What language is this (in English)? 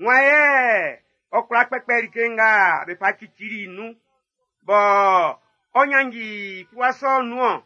Baoulé